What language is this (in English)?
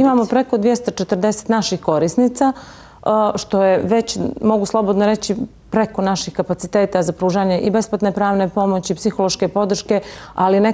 Croatian